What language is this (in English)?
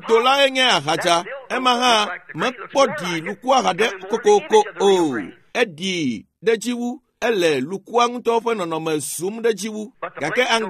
Ewe